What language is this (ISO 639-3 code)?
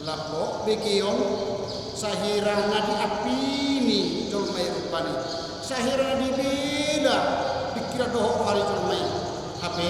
bbc